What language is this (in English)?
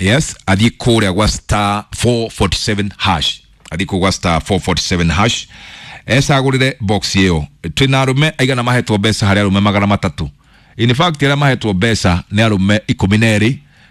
Kikuyu